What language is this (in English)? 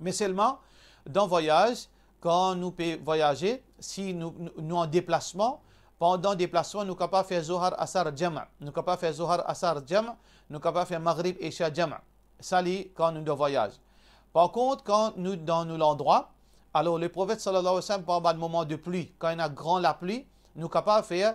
Morisyen